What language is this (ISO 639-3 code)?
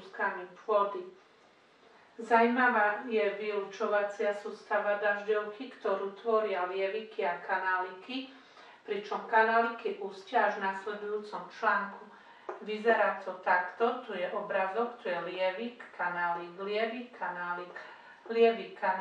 slk